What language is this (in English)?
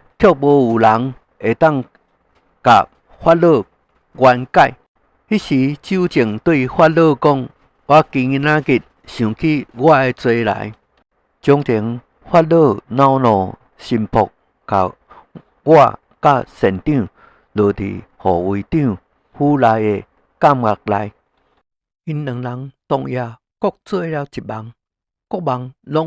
Min Nan Chinese